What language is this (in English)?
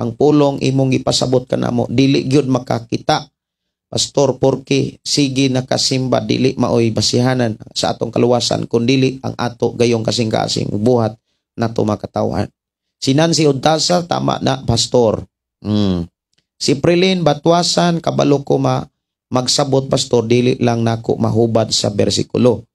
Cebuano